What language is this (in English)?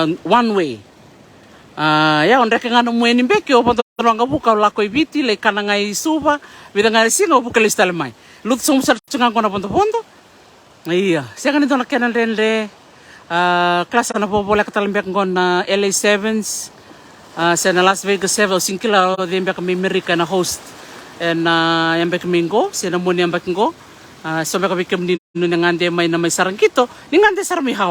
Fijian